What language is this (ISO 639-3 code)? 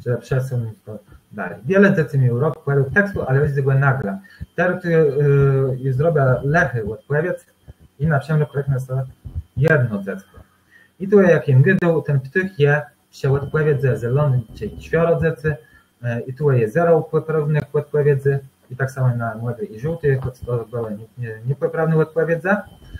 csb